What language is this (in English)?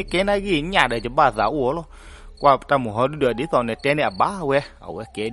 S'gaw Karen